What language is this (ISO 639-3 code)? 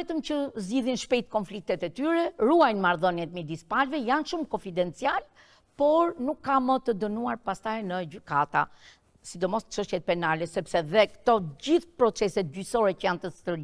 sqi